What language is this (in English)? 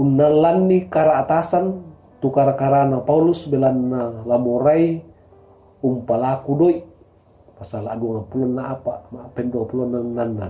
Toraja-Sa'dan